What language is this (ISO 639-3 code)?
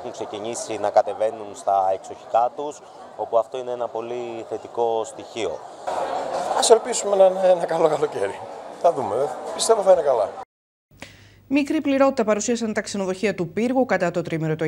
ell